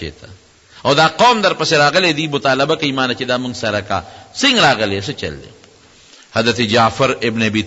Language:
Pashto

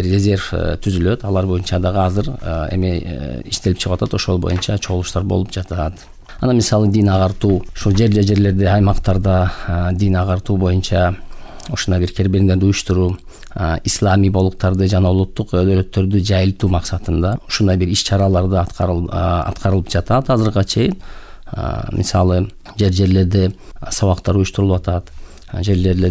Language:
Kyrgyz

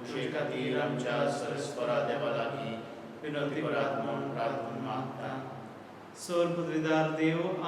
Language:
Konkani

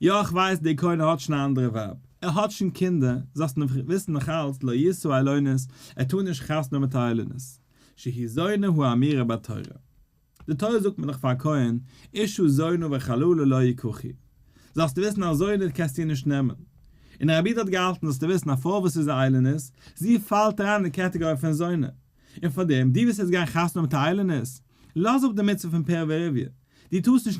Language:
Yiddish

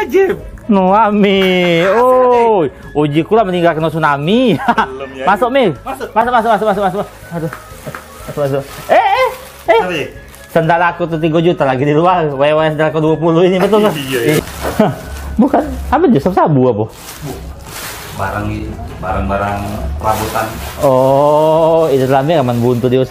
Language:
Musi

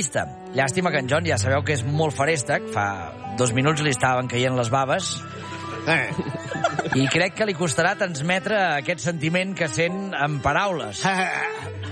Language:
Catalan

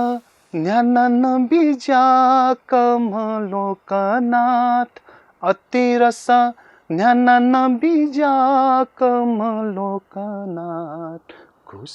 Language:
Newari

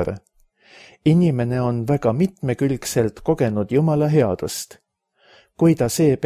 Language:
Estonian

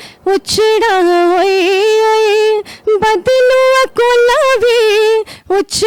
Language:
Dogri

